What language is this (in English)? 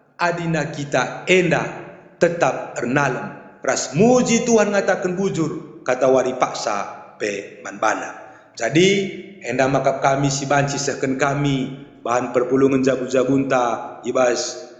Batak Karo